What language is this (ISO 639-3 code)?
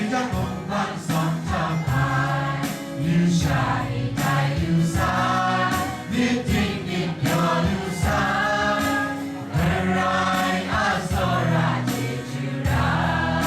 kac